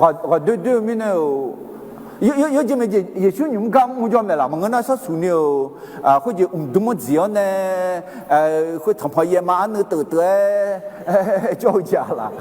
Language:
Akha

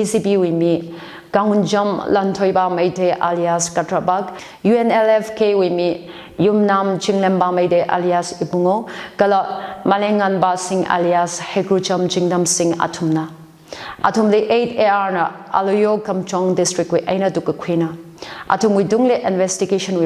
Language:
Tangkhul Naga (India)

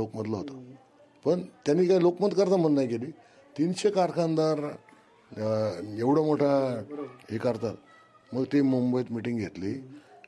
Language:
Marathi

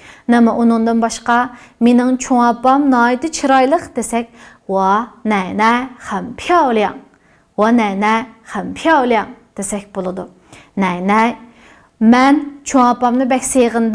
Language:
Uyghur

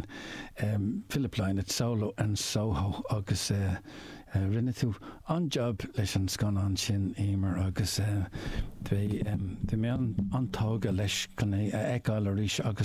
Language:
Irish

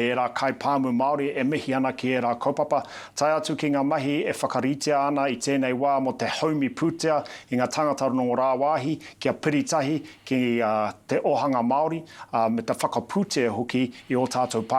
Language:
Māori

